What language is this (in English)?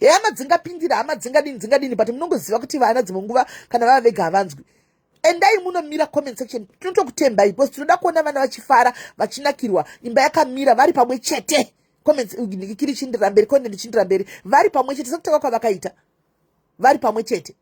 Shona